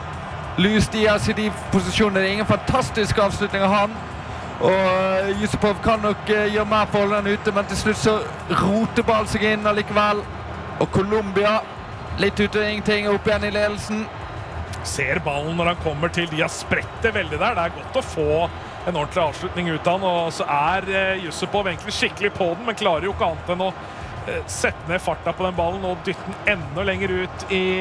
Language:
Norwegian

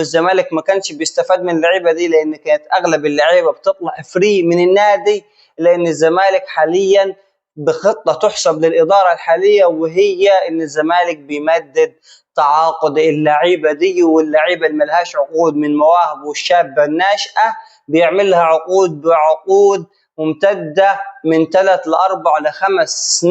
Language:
Egyptian Arabic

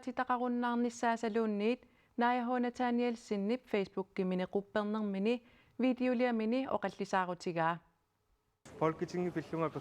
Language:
Kalaallisut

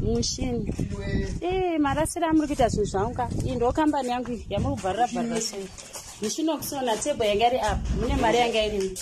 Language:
Shona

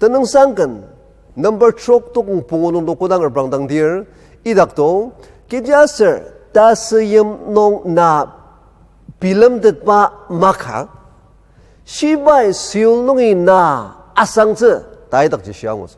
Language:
Ao Naga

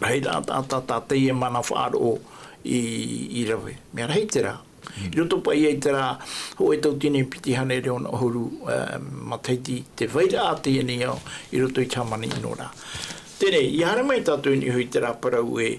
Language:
Tahitian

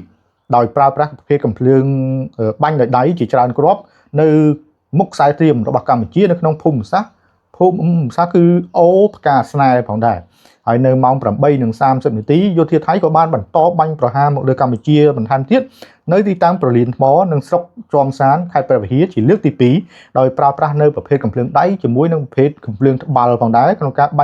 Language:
Khmer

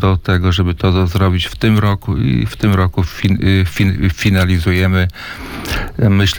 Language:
Polish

